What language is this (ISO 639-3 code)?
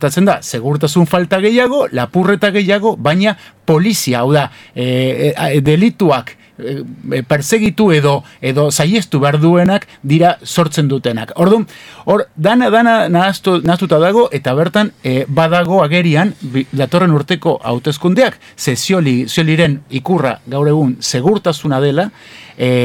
eus